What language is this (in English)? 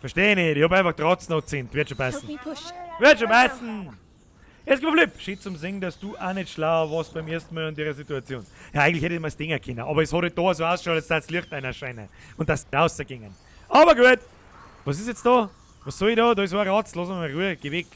Bavarian